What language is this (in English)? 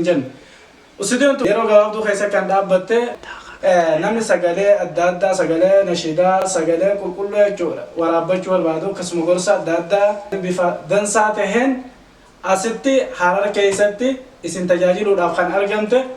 Oromo